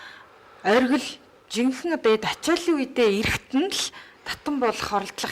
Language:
Mongolian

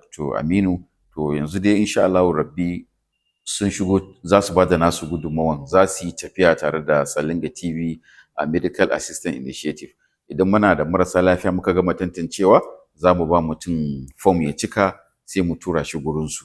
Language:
Hausa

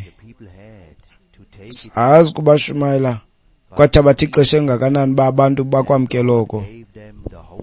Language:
Xhosa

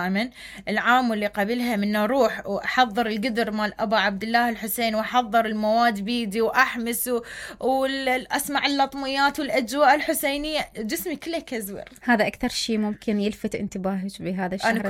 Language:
Mesopotamian Arabic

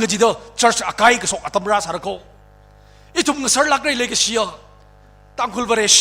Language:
Tangkhul Naga (India)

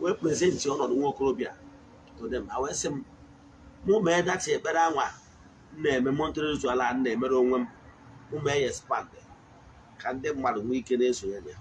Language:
Igbo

